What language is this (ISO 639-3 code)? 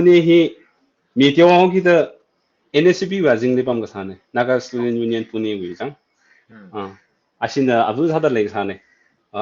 nmf